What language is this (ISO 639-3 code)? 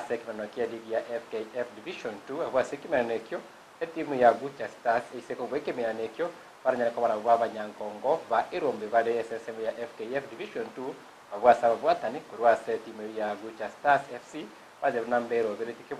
guz